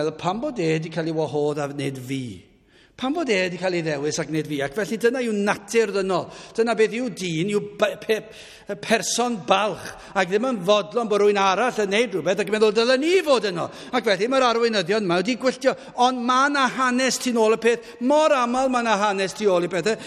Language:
Welsh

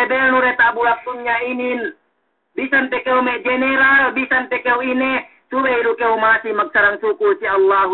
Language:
Yakan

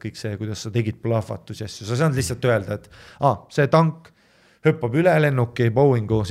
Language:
Estonian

